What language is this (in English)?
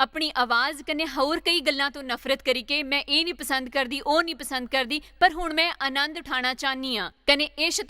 Dogri